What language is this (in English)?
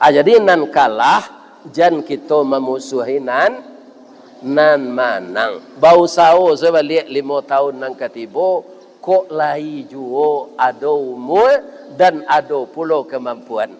Minangkabau